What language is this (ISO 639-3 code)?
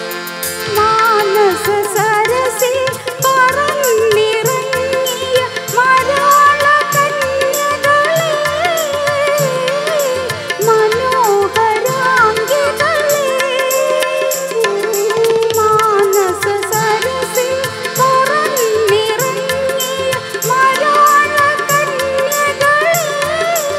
mal